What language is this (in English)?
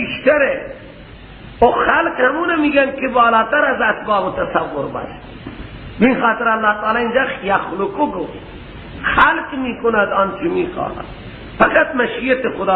Persian